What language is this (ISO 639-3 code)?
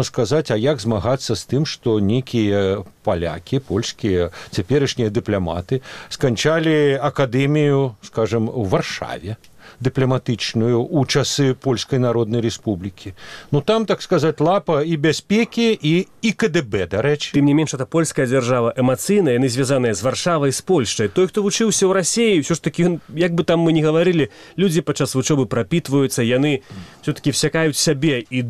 bel